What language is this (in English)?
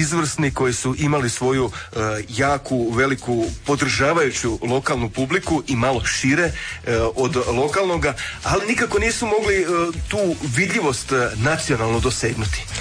Croatian